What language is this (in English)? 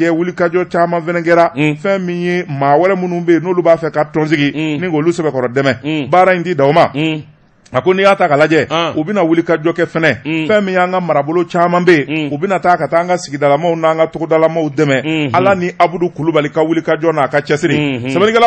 Bambara